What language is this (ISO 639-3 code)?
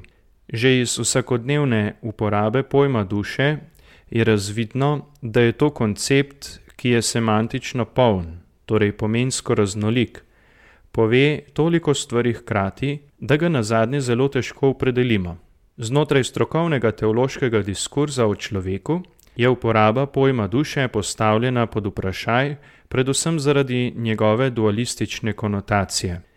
slv